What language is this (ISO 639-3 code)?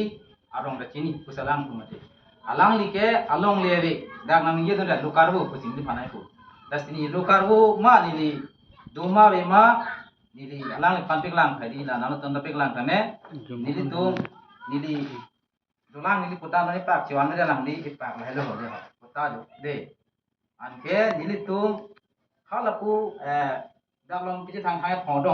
mjw